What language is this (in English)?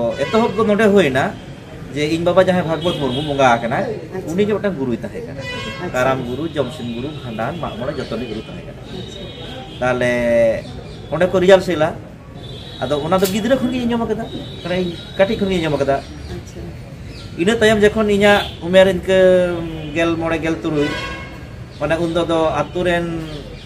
Santali